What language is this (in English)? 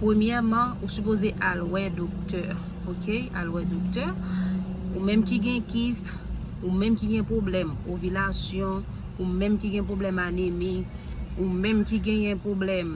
Haitian Creole